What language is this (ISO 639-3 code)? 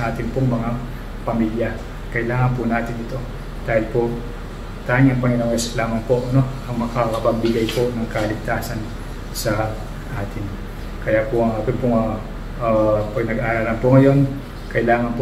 fil